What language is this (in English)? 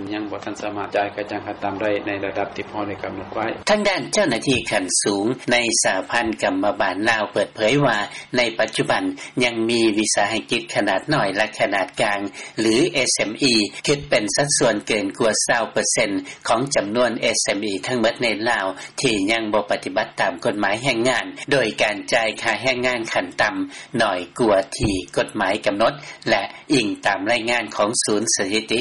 Lao